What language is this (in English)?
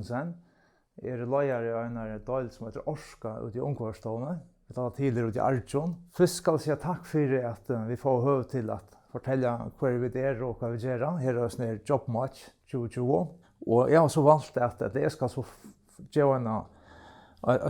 Faroese